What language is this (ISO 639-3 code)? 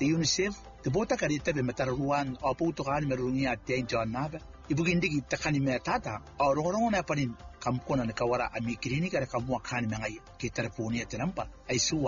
gil